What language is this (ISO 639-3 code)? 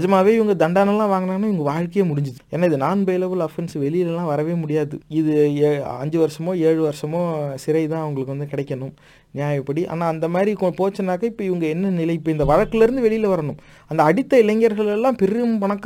tam